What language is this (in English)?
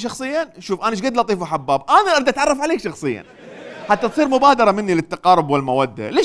Mesopotamian Arabic